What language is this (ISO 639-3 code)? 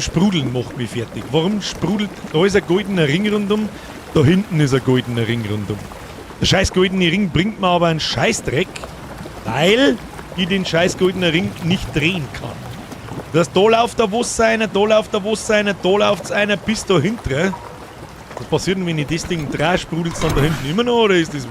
bar